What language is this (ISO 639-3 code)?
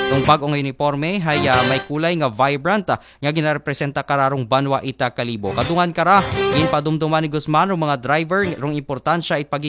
akl